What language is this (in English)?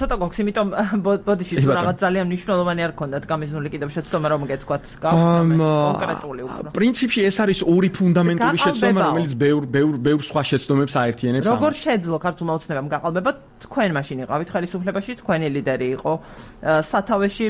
Georgian